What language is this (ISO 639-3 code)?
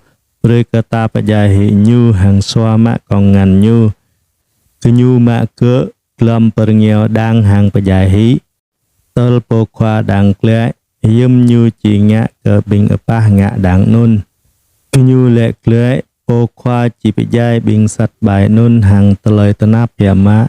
jra